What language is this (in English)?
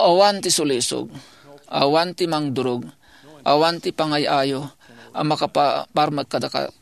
Iloko